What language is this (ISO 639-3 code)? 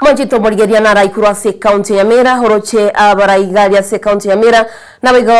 guz